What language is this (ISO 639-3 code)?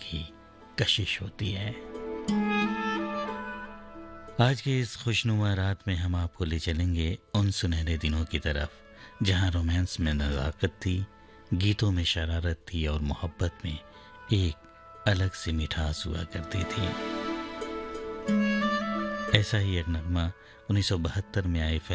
hin